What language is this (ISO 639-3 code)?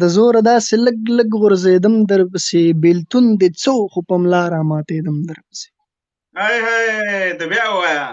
pus